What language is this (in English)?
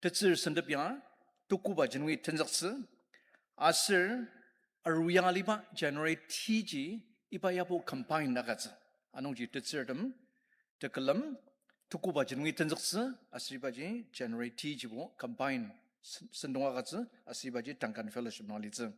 Ao Naga